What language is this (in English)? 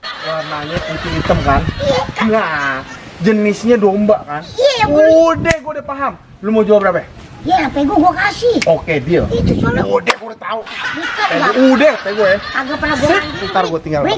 Betawi